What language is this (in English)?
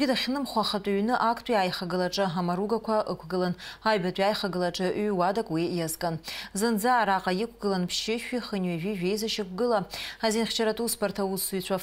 Abkhazian